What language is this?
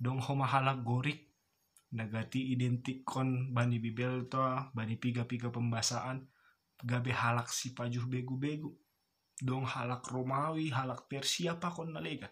Batak Simalungun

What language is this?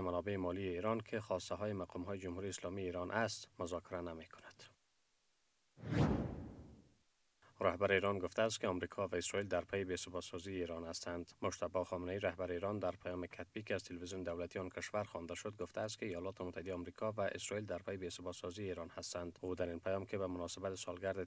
Persian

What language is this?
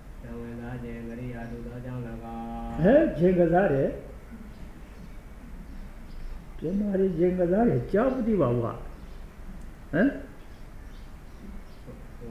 Burmese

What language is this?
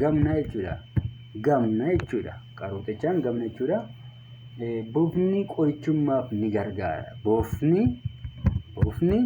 Oromo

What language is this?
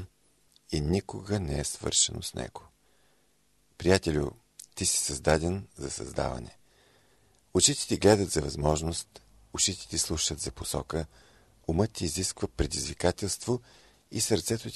Bulgarian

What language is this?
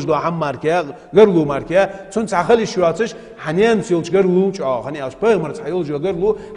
Ingush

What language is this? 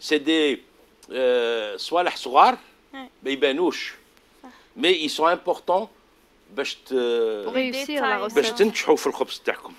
Algerian Arabic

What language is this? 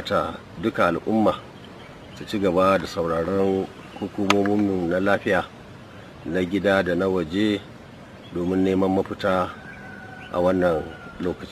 Hausa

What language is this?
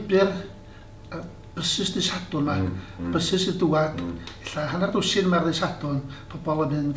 Welsh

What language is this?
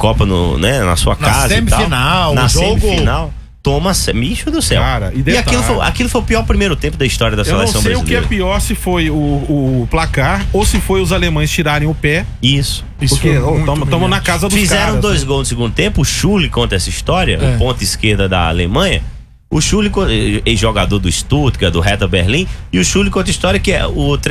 Portuguese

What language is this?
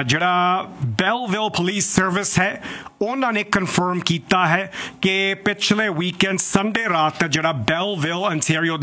Punjabi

